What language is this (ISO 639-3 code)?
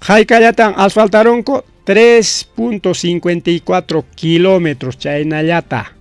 quy